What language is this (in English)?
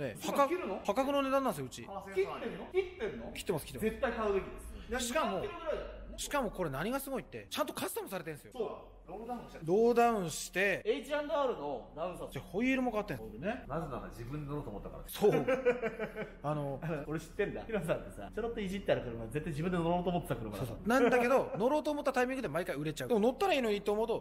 Japanese